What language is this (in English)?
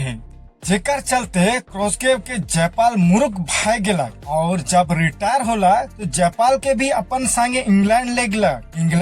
Sadri